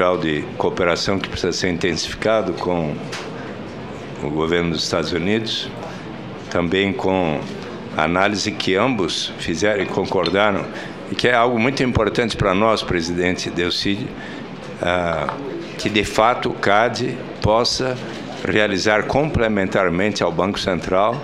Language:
Portuguese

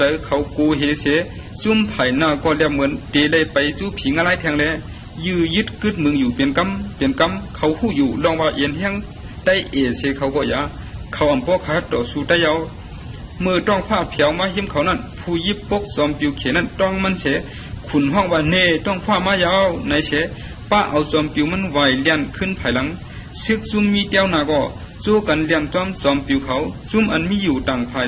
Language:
Shan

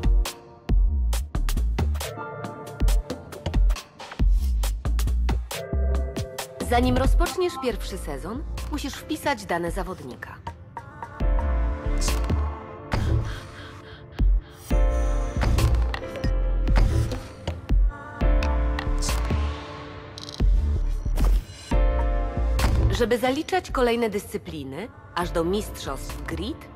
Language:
Polish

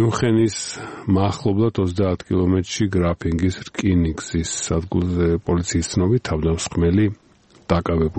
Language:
Georgian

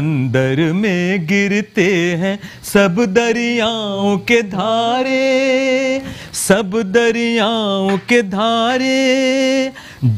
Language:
Urdu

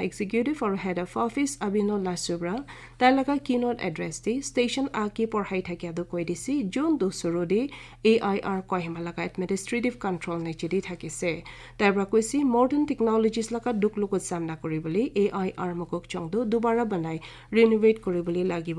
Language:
Naga Pidgin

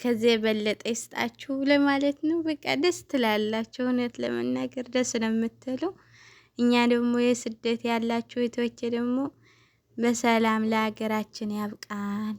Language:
Amharic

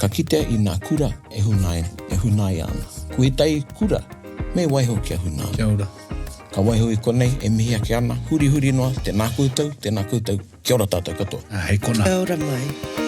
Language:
Māori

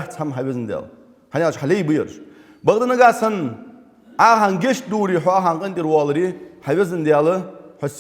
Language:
Ingush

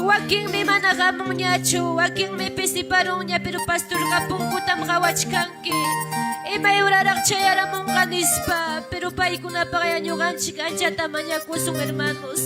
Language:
Ayacucho Quechua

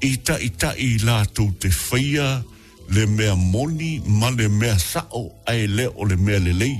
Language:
Samoan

